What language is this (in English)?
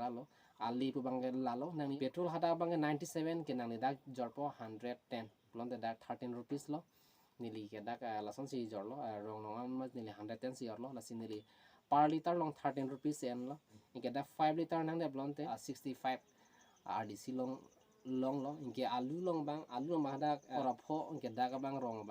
Karbi